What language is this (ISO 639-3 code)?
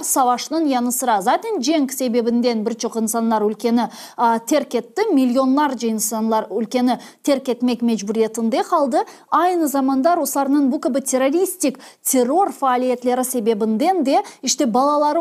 crh